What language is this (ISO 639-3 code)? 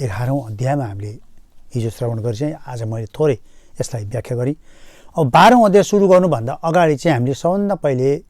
nep